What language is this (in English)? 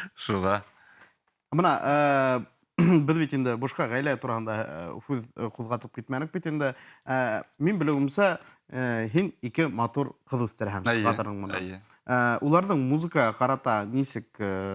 Bashkir